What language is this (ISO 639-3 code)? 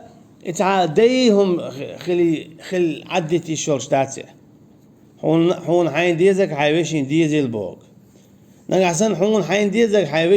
che